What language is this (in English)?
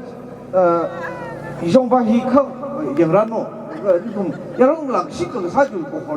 Tangkhul Naga (India)